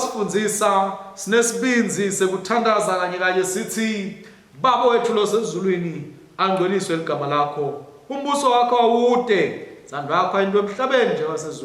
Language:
Swati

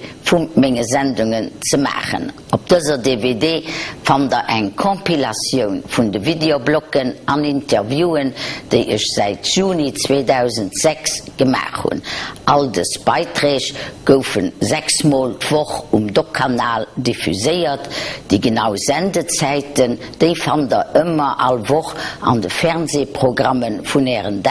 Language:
Luxembourgish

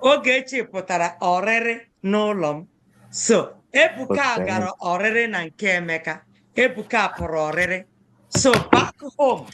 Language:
Igbo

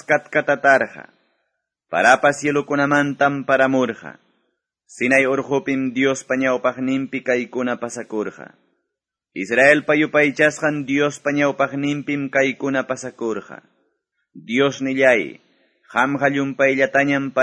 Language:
Quechua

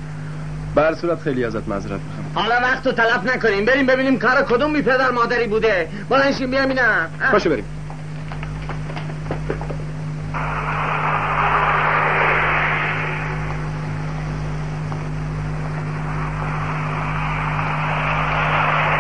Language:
Persian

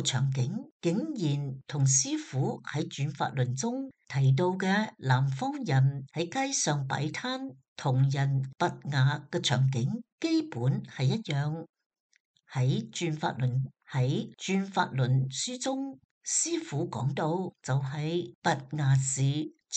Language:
Cantonese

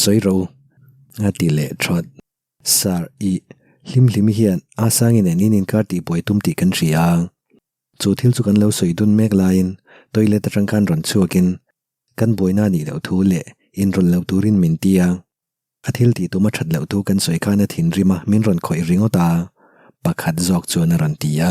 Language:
Mizo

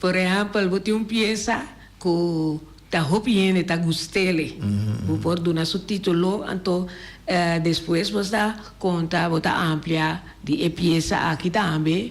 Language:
Papiamento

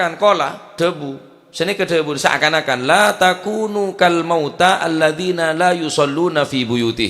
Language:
Madurese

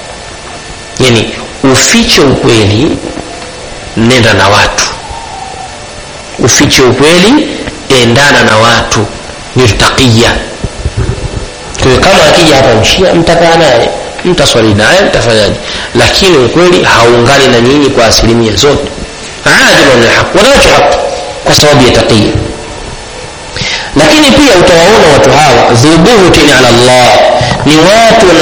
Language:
Swahili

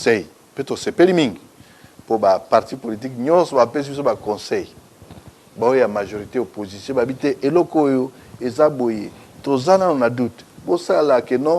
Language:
Lingala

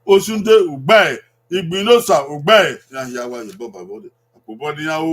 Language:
Bini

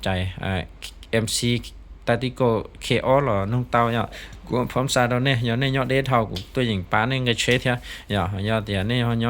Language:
Hmong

